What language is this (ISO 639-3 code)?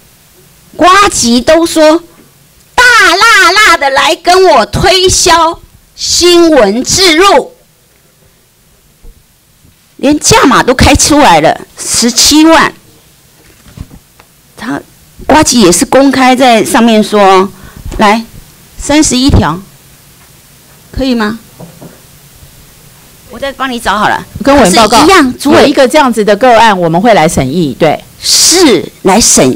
zho